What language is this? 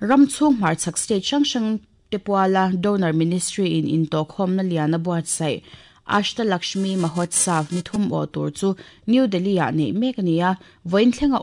Mizo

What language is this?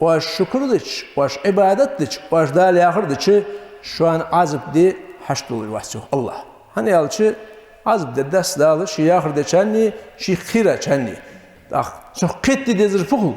Ingush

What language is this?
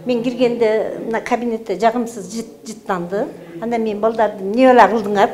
Kyrgyz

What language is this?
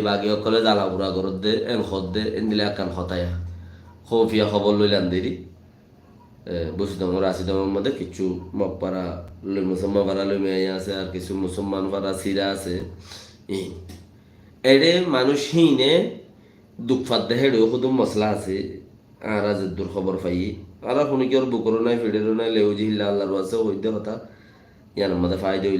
Rohingya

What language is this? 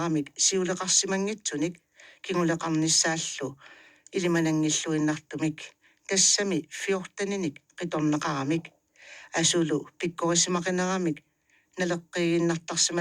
Kalaallisut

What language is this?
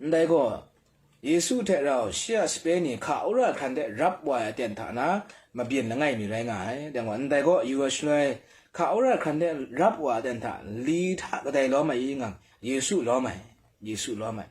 Kachin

